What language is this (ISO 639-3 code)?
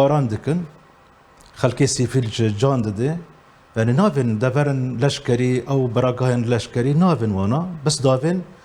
kur